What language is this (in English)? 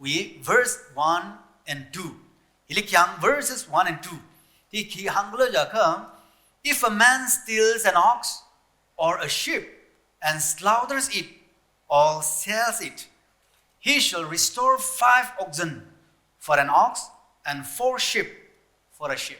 Tangkhul Naga (India)